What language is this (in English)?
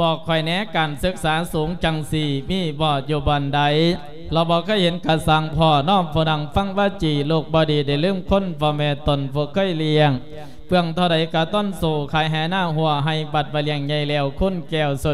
Lao